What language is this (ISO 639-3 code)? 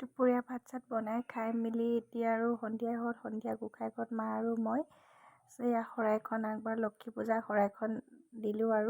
asm